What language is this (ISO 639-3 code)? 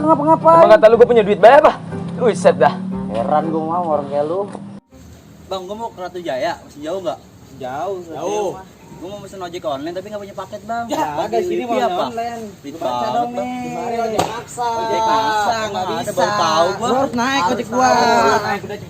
bew